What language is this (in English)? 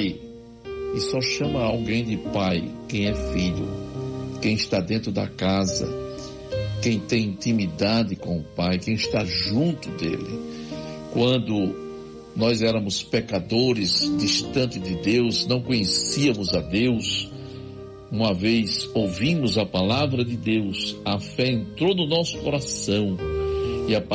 Portuguese